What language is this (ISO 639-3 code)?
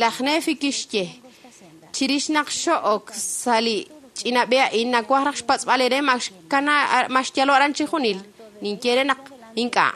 kek